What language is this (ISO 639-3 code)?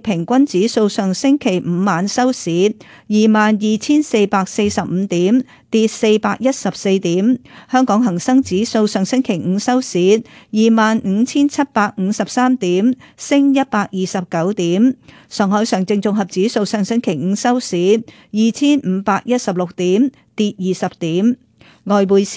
yue